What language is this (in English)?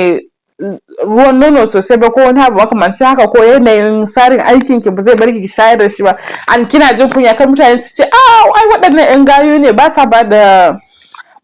Hausa